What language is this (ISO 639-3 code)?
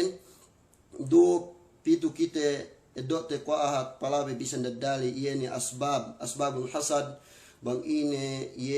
yka